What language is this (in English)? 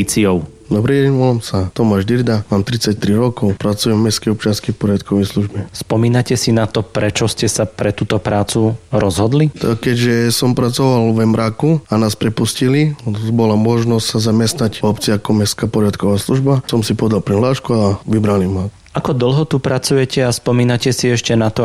Slovak